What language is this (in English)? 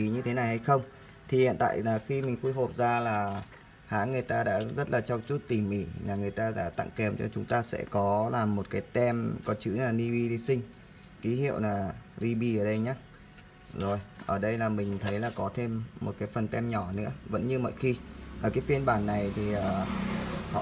Vietnamese